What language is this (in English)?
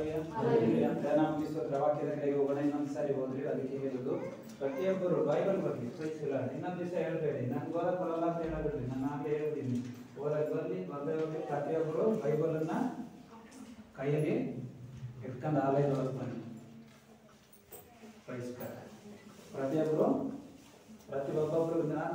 Kannada